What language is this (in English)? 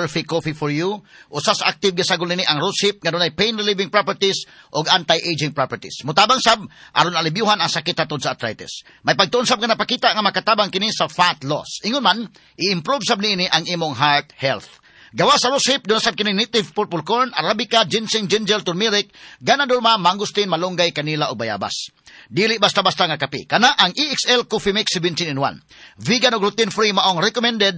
Cebuano